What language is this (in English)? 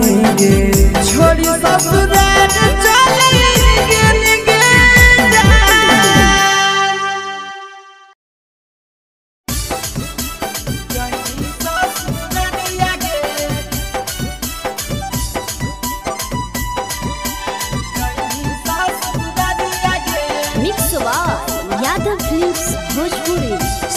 Bhojpuri